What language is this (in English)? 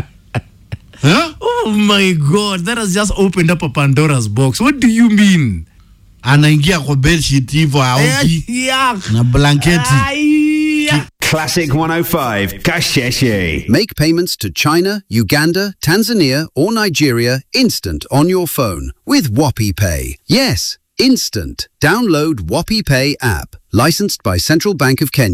Swahili